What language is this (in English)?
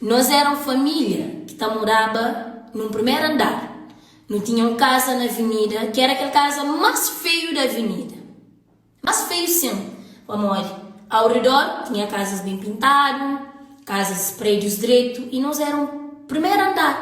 Kabuverdianu